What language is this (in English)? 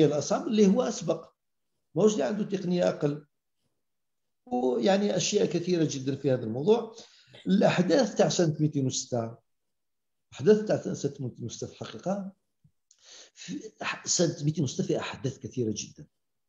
Algerian Arabic